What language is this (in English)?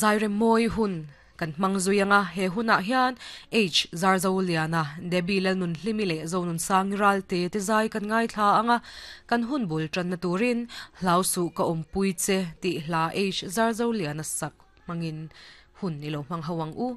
Mizo